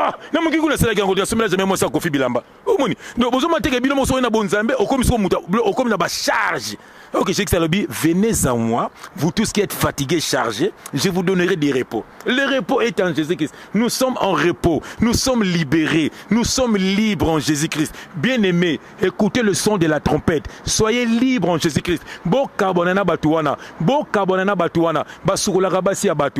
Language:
Lingala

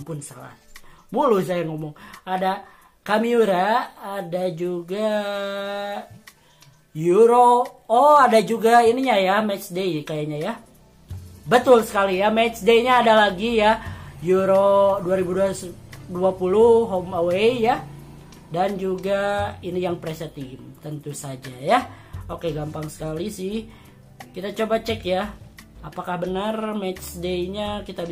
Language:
Indonesian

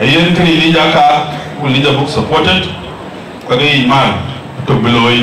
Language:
Dinka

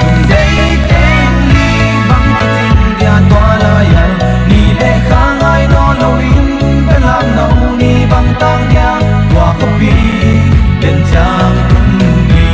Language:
Paite Chin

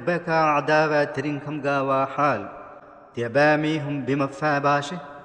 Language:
Divehi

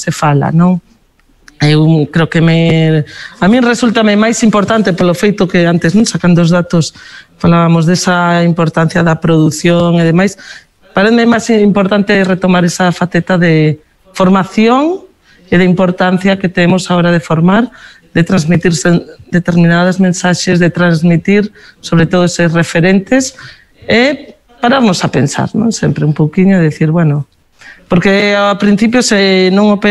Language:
Galician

